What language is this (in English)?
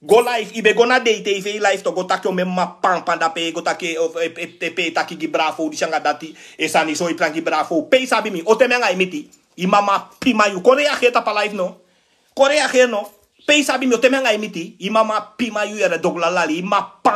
Sranan Tongo